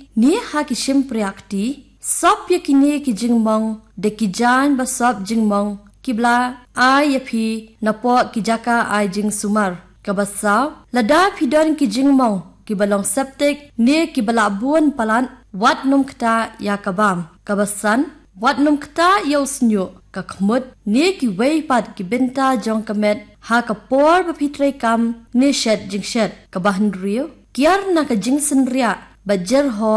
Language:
Khasi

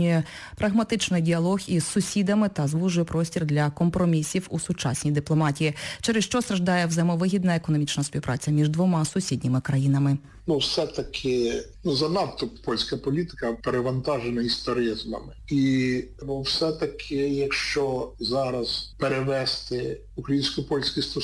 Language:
Ukrainian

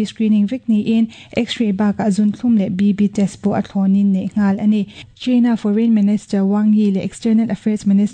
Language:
Mizo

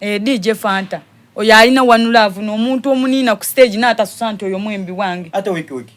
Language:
Soga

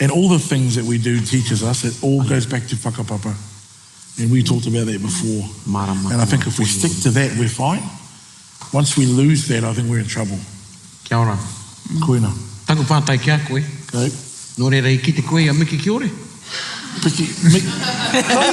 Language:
Māori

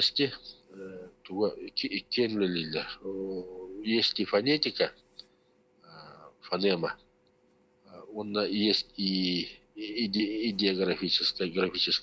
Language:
Yakut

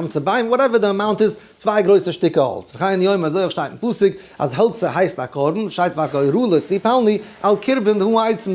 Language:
Yiddish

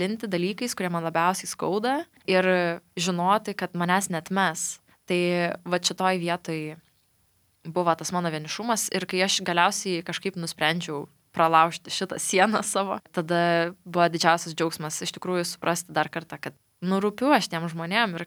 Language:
Lithuanian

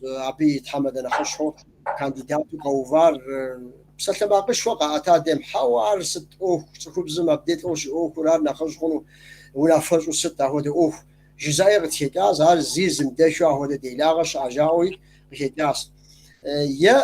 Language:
Kabardian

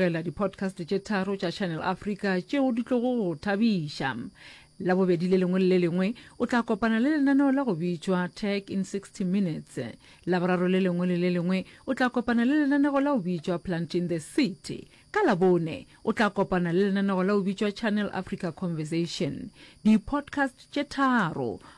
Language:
Northern Sotho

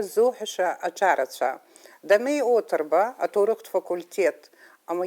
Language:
Abkhazian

